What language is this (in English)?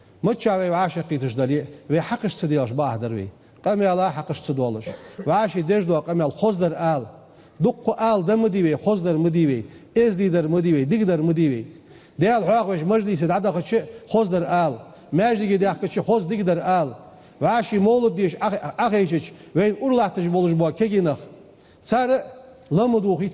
Ingush